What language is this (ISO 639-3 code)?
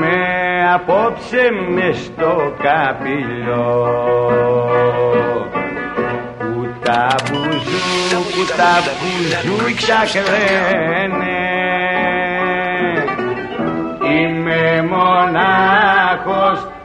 ell